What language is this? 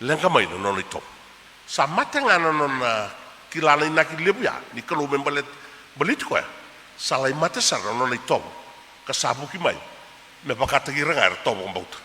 Fijian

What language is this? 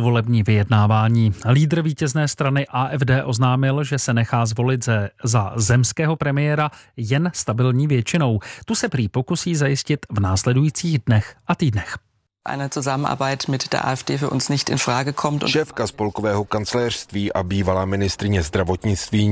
Czech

